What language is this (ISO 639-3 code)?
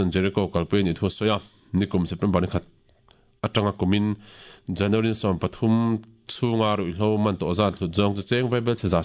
lus